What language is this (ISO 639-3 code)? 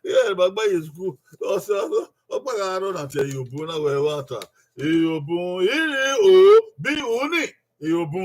bin